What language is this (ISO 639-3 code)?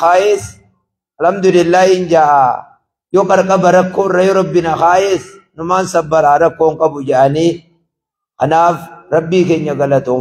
orm